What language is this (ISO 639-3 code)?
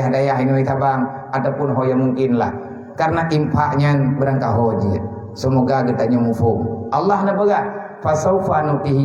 ace